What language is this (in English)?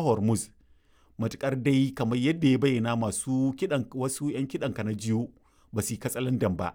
Hausa